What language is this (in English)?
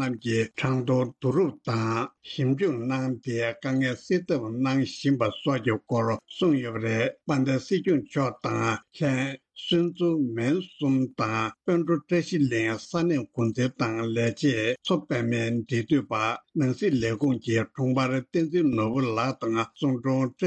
Tibetan